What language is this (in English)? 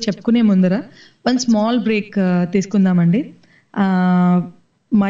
Telugu